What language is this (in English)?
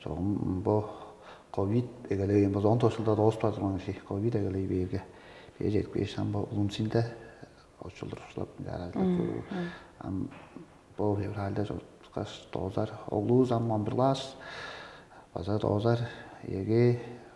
Tuvinian